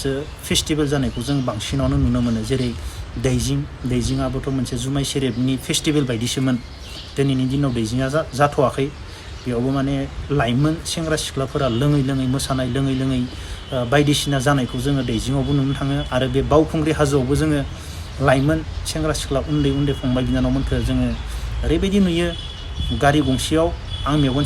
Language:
Bodo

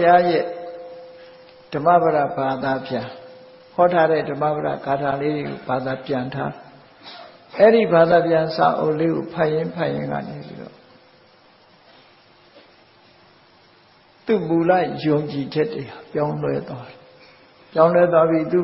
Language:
Burmese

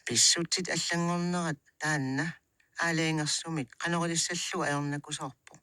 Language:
Kalaallisut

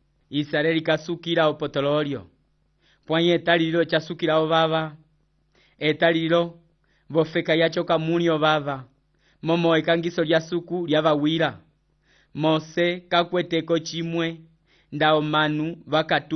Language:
Umbundu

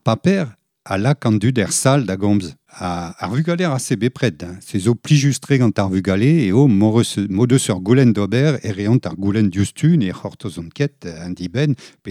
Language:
Breton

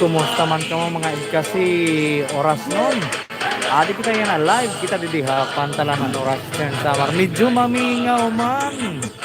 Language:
Waray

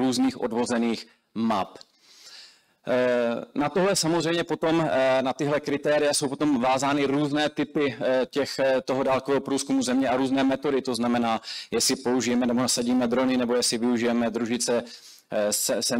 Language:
Czech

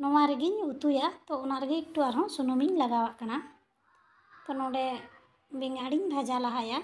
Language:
Santali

